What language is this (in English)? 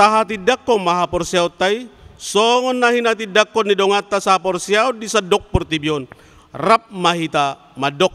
Batak Toba